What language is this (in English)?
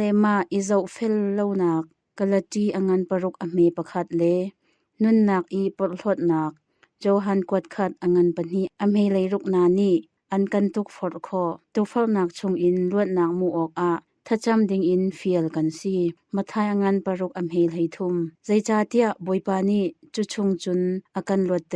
Hakha Chin